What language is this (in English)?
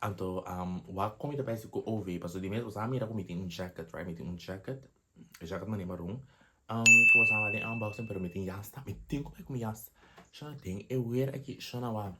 Papiamento